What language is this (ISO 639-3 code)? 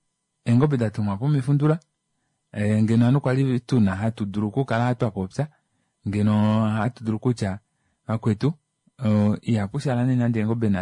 kua